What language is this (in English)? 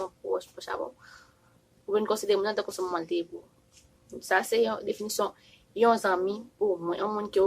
Haitian Creole